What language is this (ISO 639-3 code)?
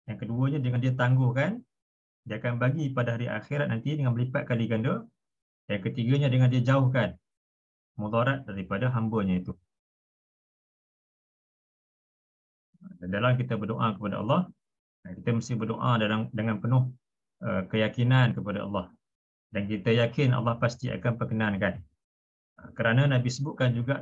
msa